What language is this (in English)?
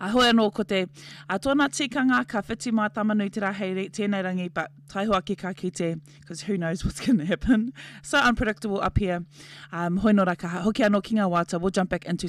Māori